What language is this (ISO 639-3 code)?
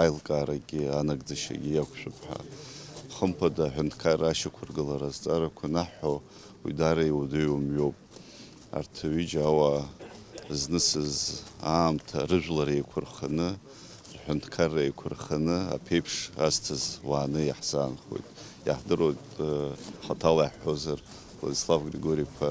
abk